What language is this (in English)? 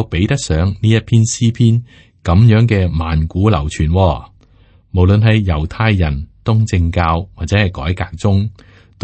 Cantonese